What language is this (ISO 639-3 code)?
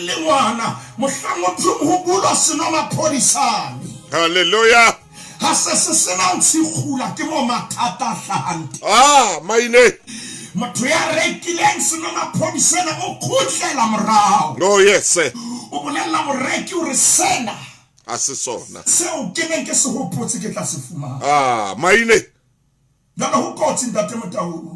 sot